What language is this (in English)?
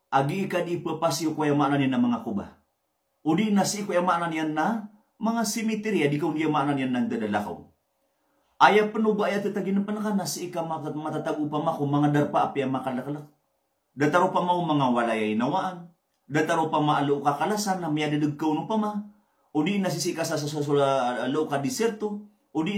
Maranao